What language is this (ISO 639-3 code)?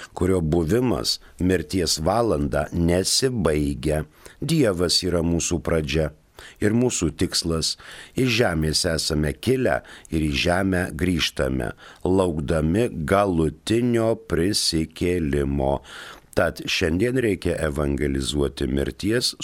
lit